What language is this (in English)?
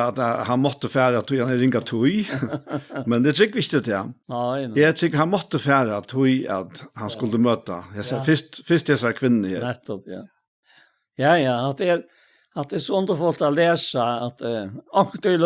Faroese